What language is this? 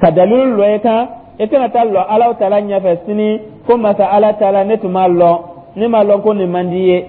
Dyula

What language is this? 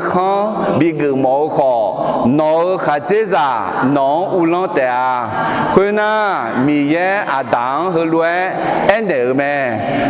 Akha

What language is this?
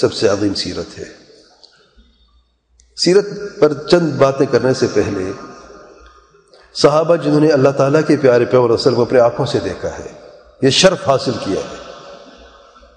Urdu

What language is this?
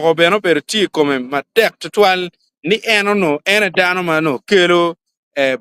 Acoli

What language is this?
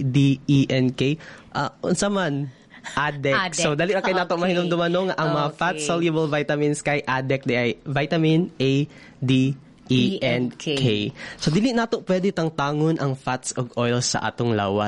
Cebuano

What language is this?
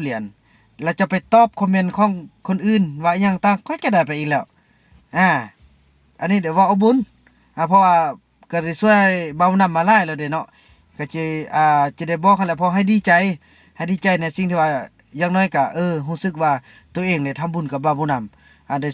Lao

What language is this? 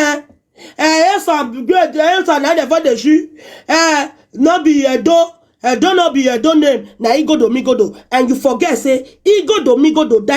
Nigerian Pidgin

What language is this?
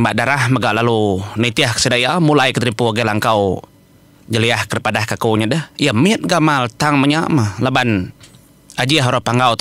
Iban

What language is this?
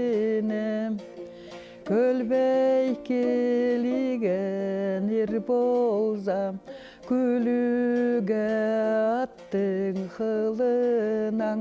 Khakas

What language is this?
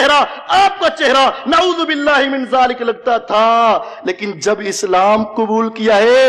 Urdu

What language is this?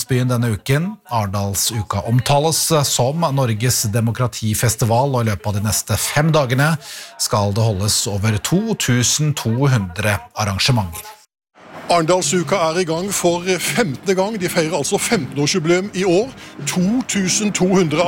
Norwegian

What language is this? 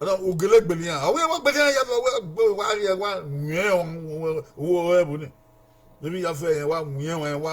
Bini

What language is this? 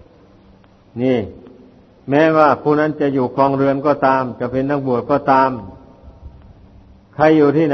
Thai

